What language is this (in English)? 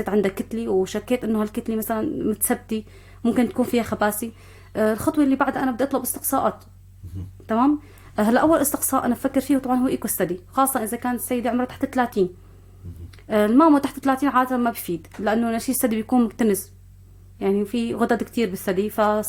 North Levantine Arabic